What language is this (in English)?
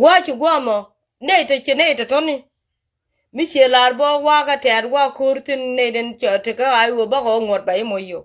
Nuer